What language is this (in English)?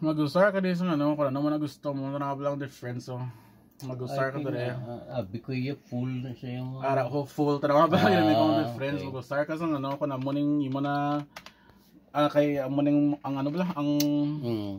Hiligaynon